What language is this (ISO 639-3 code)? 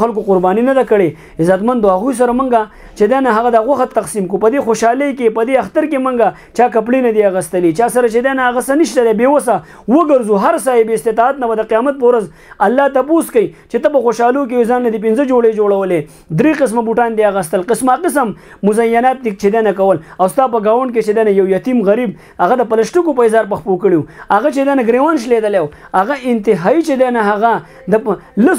pus